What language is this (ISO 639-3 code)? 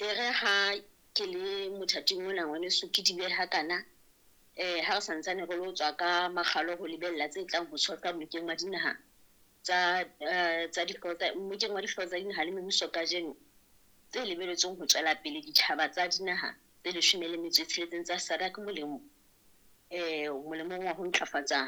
sot